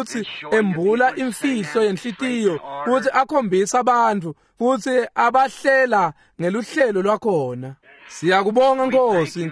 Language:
Swati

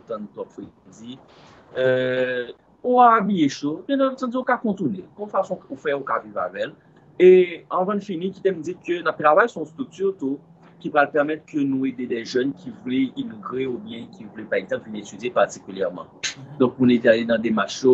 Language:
Haitian Creole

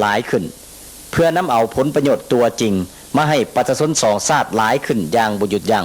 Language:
Lao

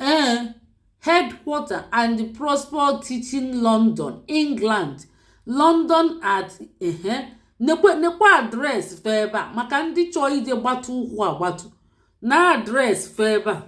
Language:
Igbo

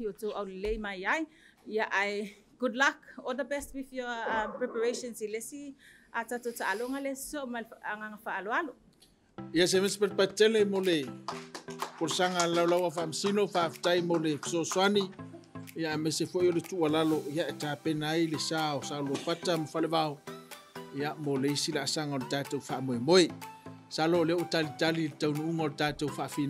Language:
Samoan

